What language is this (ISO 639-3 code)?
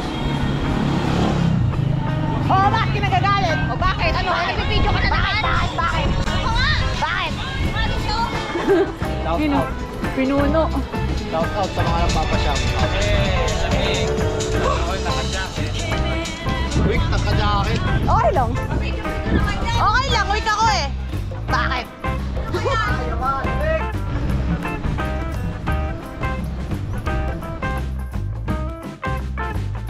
fil